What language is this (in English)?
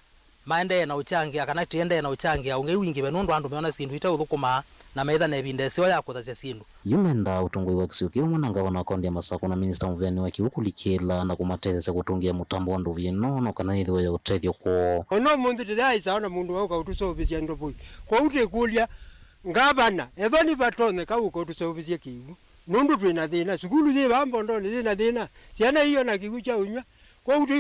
Kamba